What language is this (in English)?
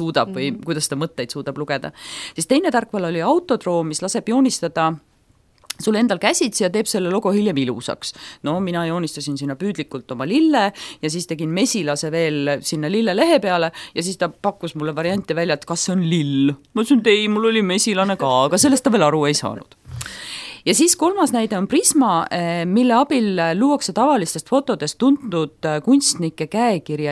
Estonian